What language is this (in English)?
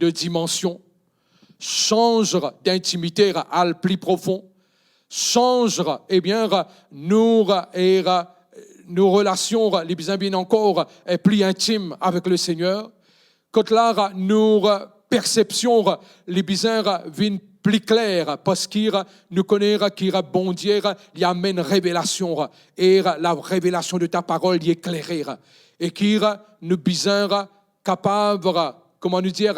Morisyen